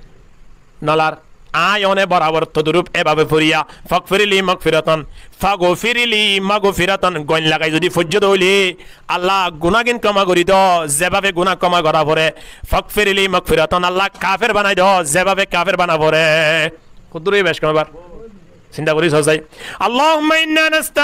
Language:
Rohingya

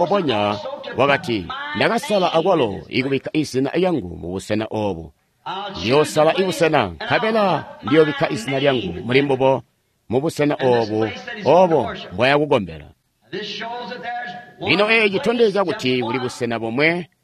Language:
Tonga (Zambia)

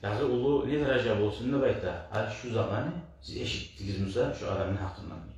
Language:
Kumyk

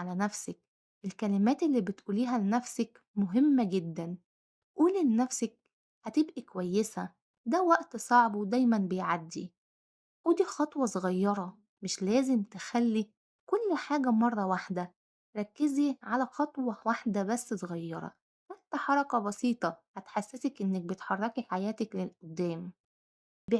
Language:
Egyptian Arabic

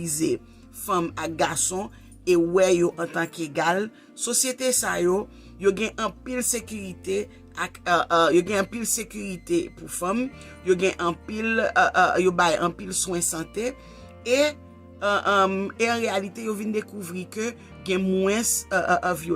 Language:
Haitian Creole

